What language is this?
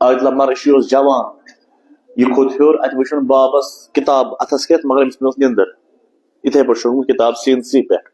Kashmiri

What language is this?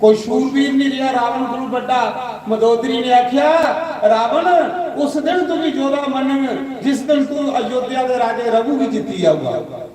Dogri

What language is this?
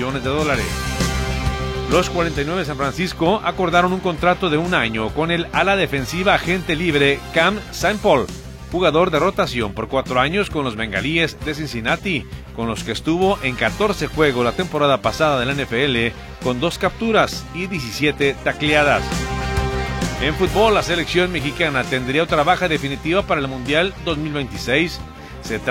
Spanish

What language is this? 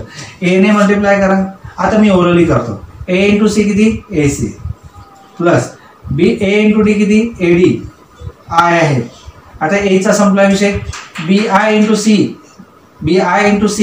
Marathi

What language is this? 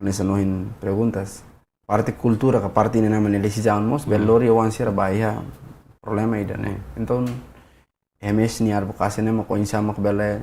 Tetum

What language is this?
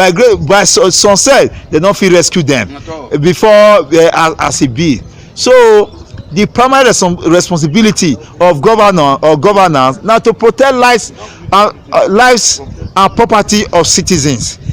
Nigerian Pidgin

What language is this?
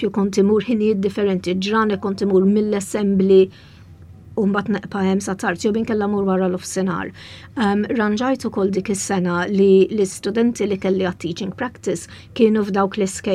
Maltese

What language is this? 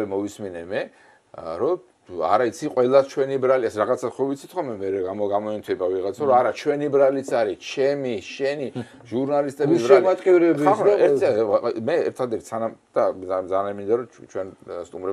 Georgian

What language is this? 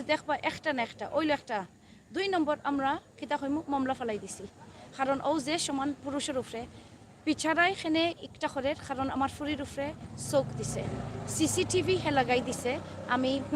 Sylheti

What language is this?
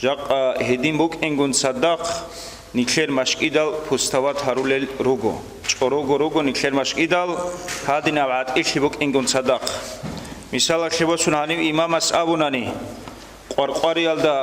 Avaric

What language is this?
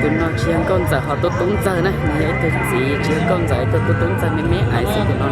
Hmong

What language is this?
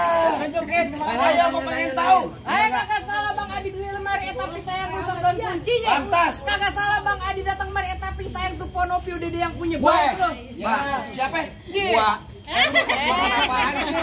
Betawi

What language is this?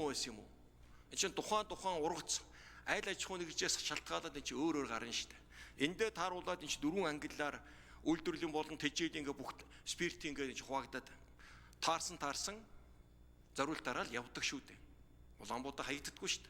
Mongolian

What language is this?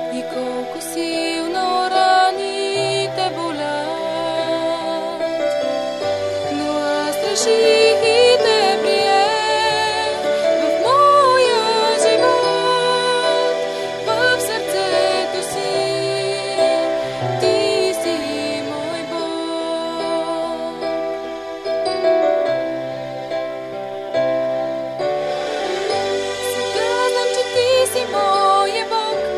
Bulgarian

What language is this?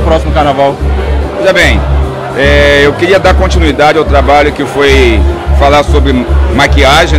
Portuguese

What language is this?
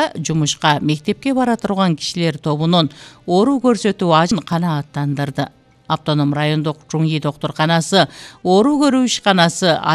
Kyrgyz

